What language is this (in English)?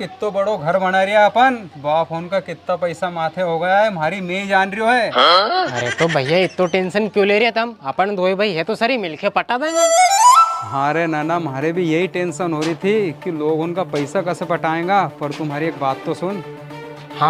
Rajasthani